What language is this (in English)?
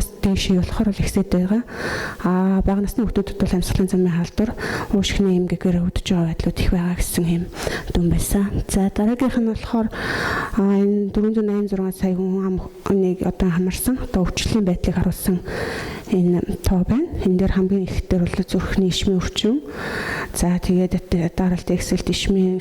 Mongolian